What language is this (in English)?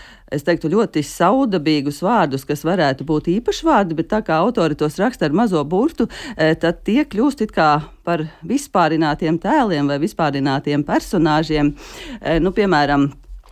Latvian